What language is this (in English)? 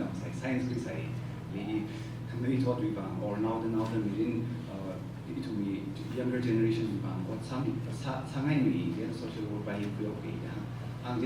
Tangkhul Naga (India)